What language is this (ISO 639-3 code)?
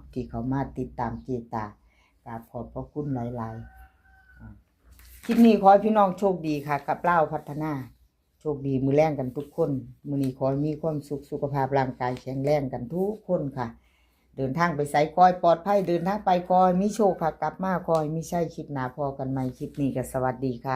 tts